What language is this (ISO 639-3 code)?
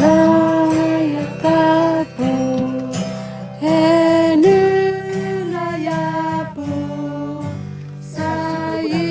ksw